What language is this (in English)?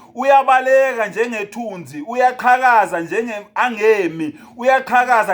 Zulu